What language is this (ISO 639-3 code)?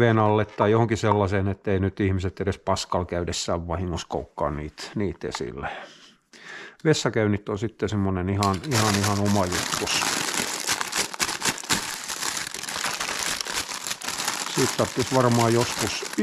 fin